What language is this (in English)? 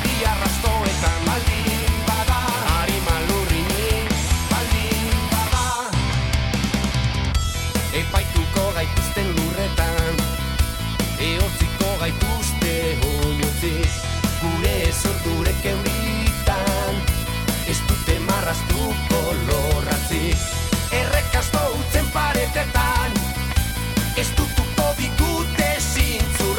Basque